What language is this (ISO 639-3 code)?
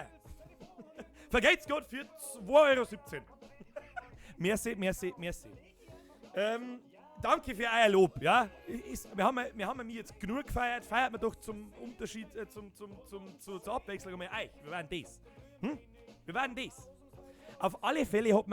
bar